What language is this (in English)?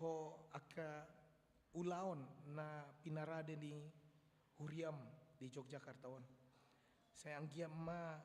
Batak Toba